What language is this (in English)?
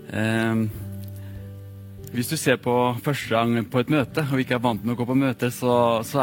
Norwegian